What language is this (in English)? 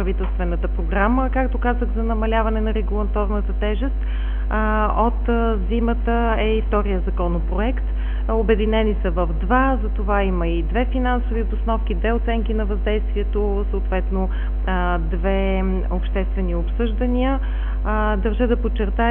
Bulgarian